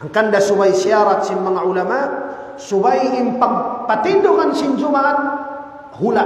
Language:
Tausug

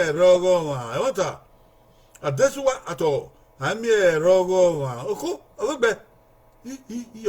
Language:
Bini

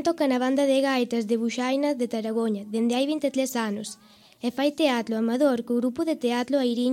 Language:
Galician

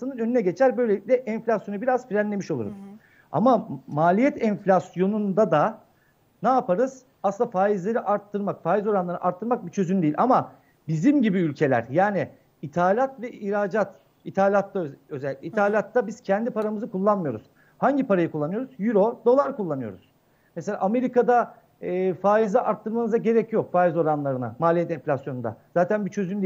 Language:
Turkish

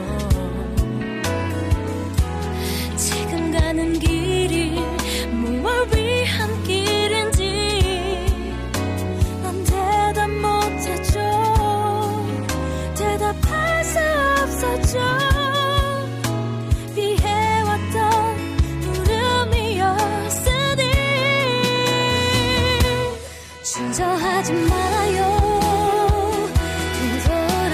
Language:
Korean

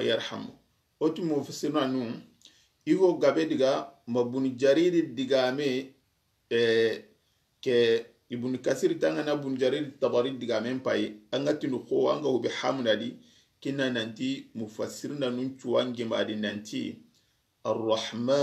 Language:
Soninke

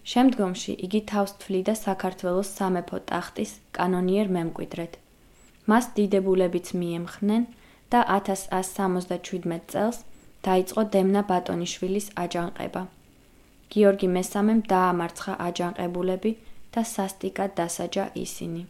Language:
Georgian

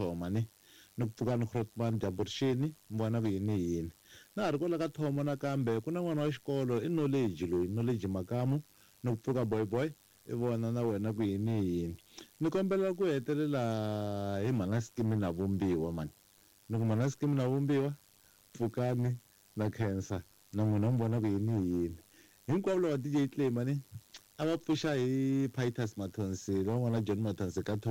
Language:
Tsonga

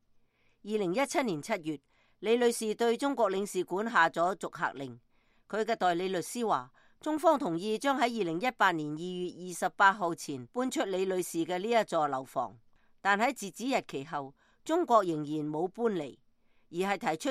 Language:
Cantonese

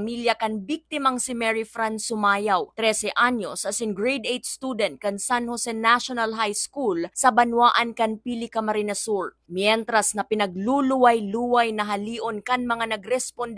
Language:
Bikol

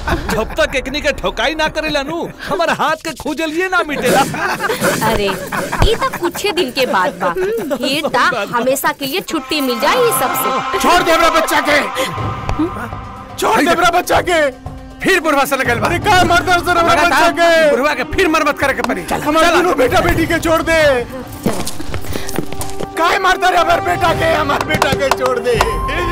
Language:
Bhojpuri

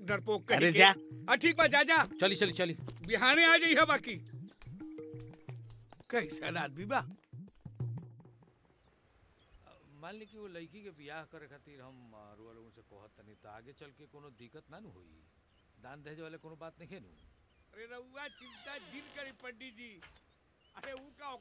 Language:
Bhojpuri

